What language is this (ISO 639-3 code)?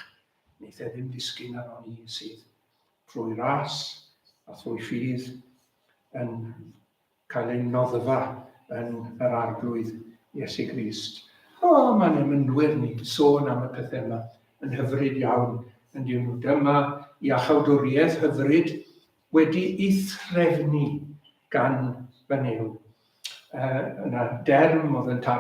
cym